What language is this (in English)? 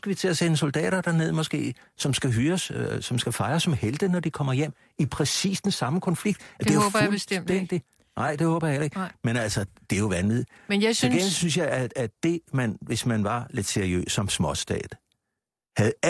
Danish